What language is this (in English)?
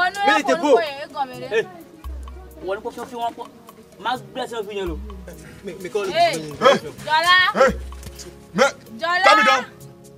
Ewe